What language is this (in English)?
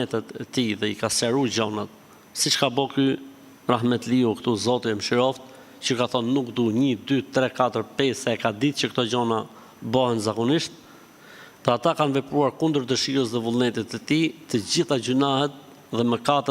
Albanian